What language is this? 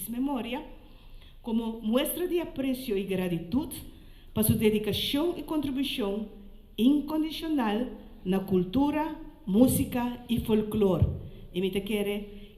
Papiamento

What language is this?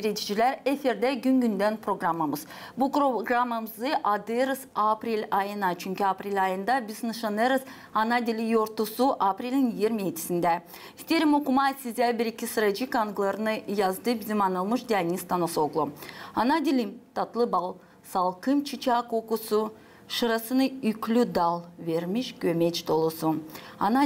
Gagauz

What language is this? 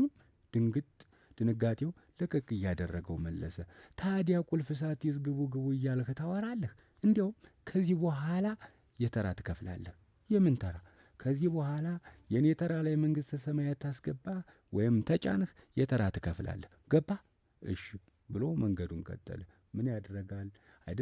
Amharic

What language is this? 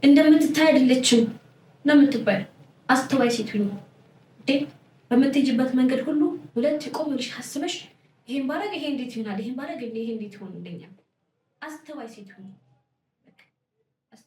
Amharic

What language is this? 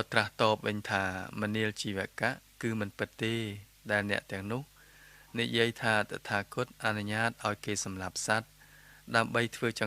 Khmer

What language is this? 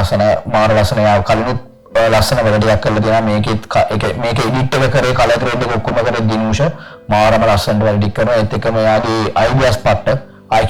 Sinhala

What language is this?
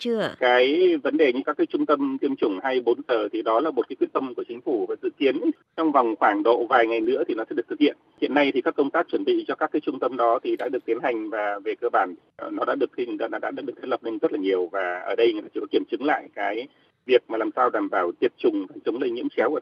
Vietnamese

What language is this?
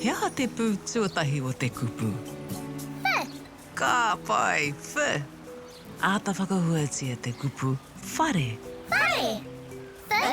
Māori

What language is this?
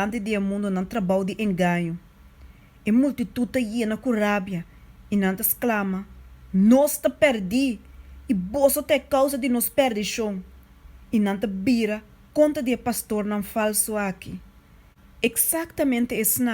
Papiamento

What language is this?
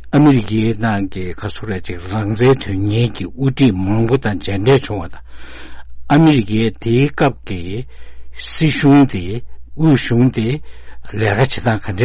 Tibetan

